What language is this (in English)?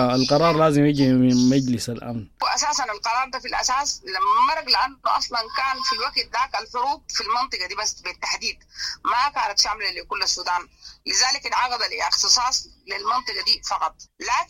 Sudanese Arabic